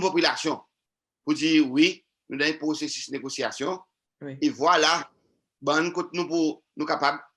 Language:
Seselwa Creole French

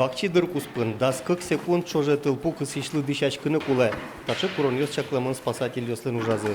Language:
Udmurt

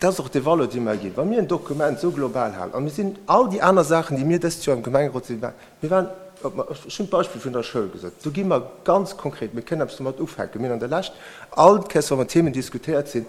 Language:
Luxembourgish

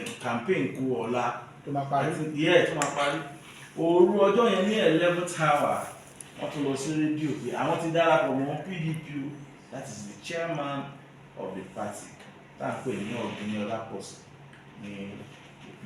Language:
Yoruba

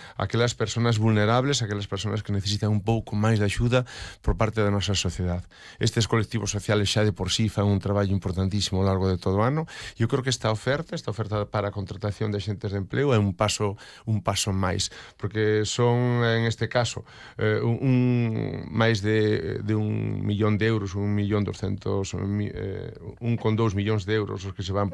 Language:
Galician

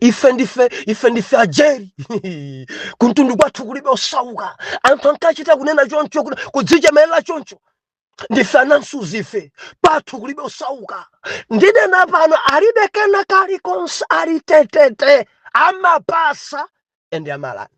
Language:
Nyanja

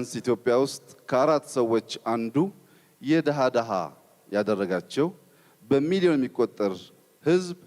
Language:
Amharic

